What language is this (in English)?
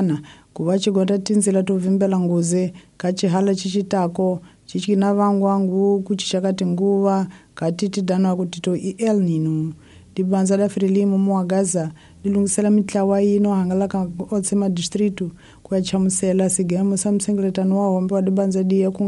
Tsonga